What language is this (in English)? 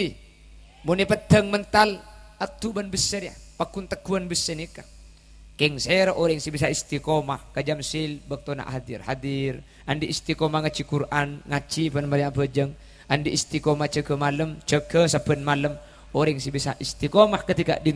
Madurese